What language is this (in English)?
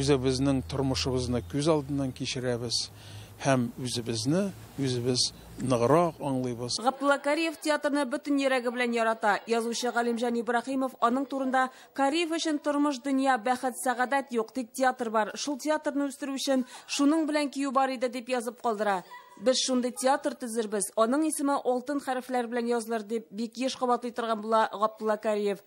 Tatar